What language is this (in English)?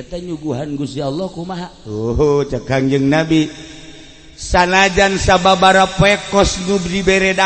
Sundanese